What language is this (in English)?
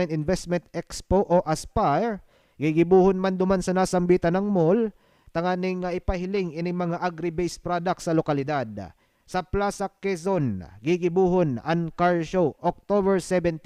Bikol